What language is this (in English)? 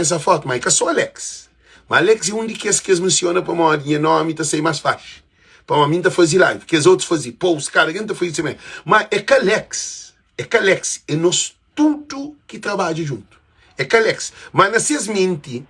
Kabuverdianu